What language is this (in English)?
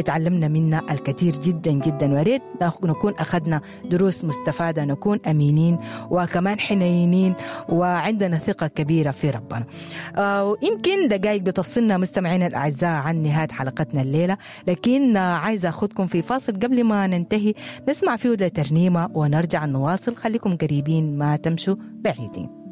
Sudanese Arabic